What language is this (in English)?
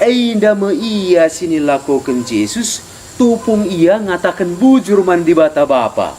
Batak Karo